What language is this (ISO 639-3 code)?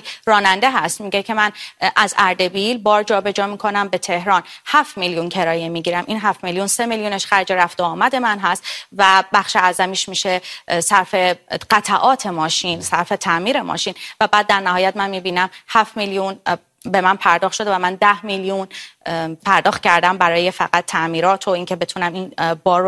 fas